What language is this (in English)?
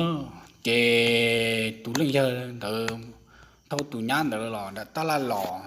Hmong